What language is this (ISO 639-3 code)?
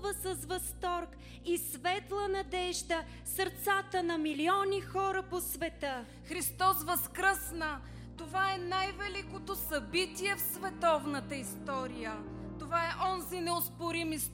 bul